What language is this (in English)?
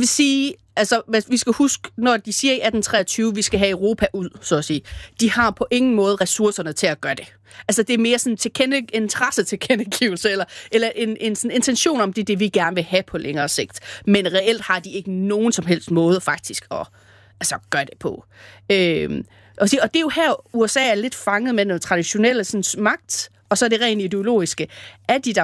Danish